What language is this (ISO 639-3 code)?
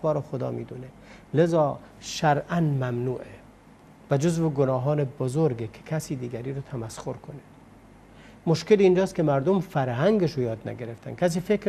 fas